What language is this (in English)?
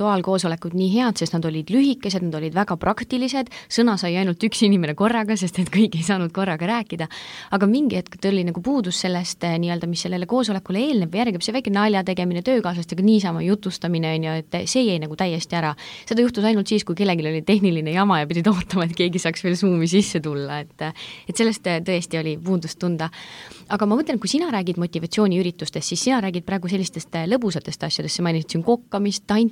Estonian